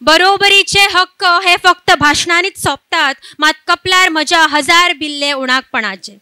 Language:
Konkani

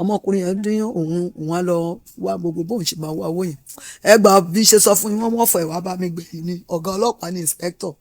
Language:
Yoruba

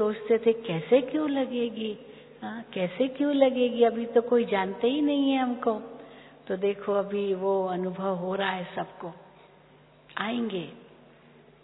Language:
Hindi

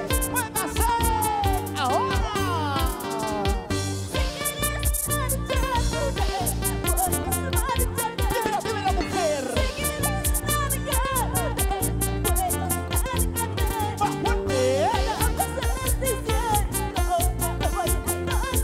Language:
Spanish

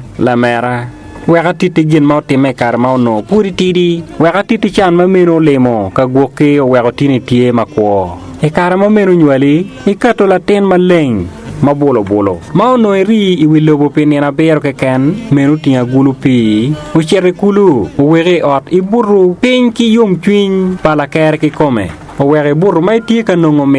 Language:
Acoli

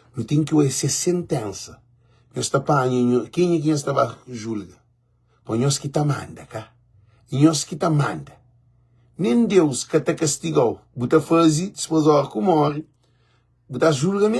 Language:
Kabuverdianu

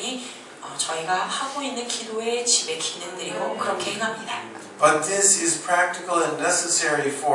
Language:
Korean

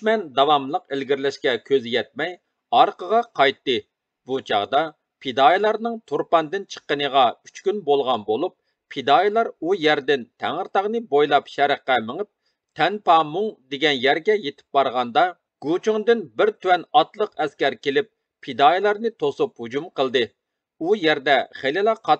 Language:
Uyghur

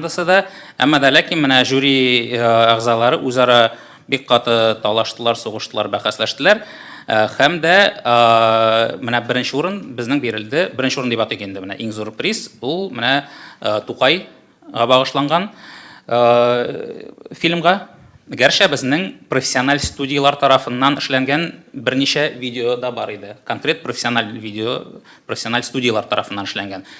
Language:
Tatar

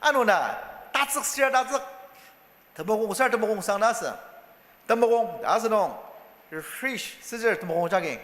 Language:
Ao Naga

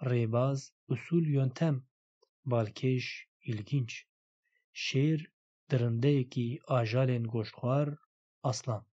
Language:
Kurdish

